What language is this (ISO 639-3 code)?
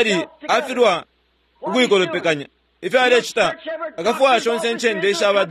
bem